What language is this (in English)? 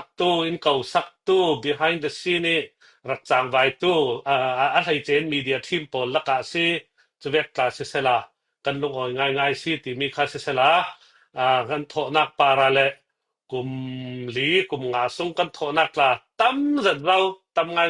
Falam Chin